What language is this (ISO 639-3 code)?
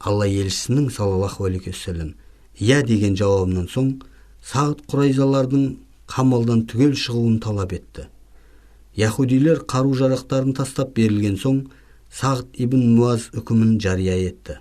kaz